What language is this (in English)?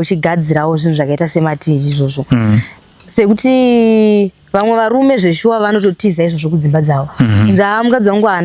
Shona